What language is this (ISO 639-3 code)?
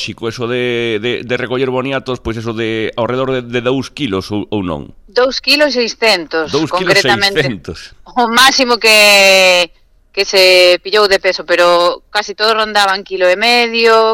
glg